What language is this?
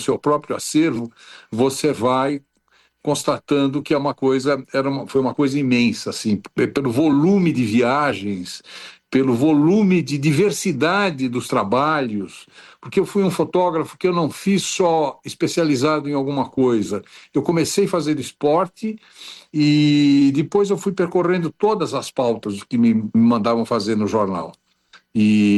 Portuguese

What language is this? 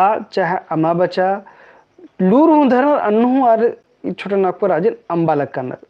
Kurukh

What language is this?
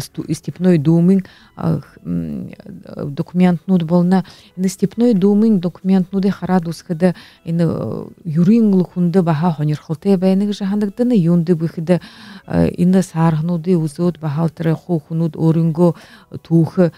Buriat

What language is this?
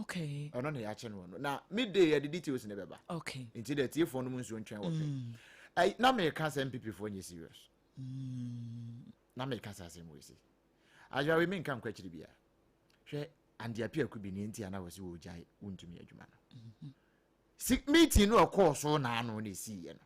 Akan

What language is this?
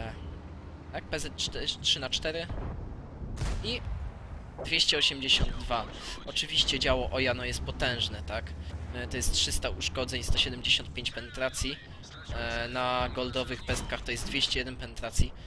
Polish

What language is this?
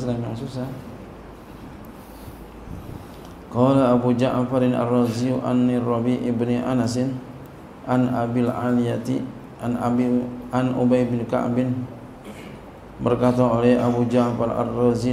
Indonesian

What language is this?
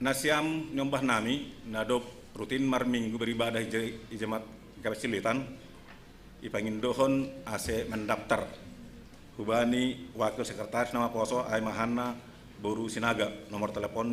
Batak Simalungun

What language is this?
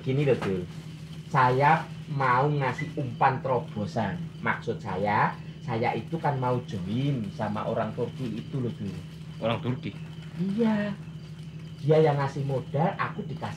Betawi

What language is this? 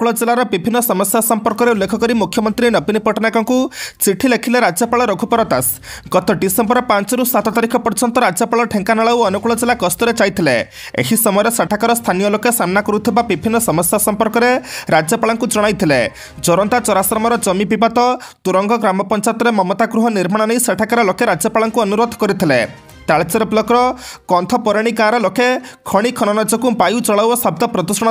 Odia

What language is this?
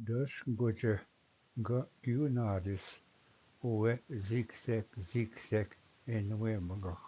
Ojibwa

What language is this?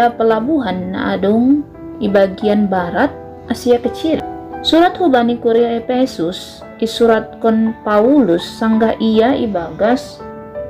Batak Simalungun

